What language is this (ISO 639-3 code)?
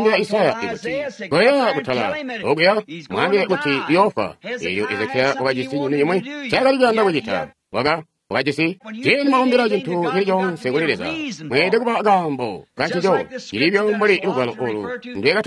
toi